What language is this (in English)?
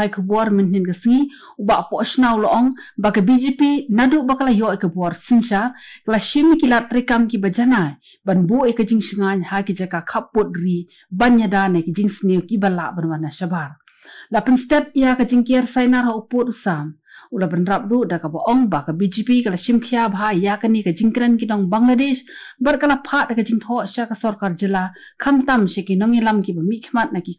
Khasi